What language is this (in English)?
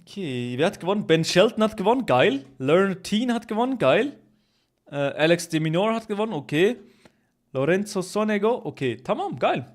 Swiss German